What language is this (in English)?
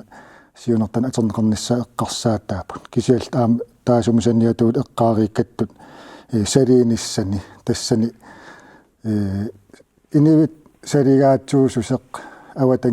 Kalaallisut